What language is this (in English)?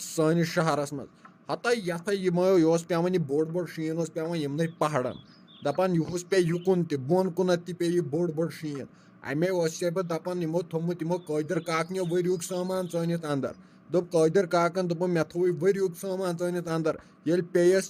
Kashmiri